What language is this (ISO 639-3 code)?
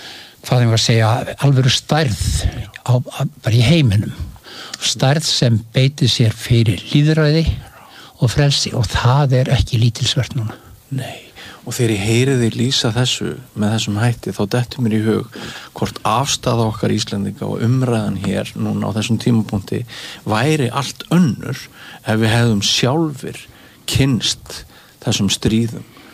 isl